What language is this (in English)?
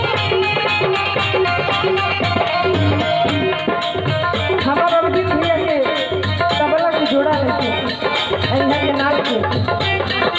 Bhojpuri